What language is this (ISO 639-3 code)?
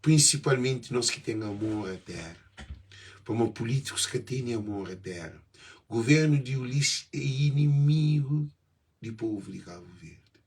kea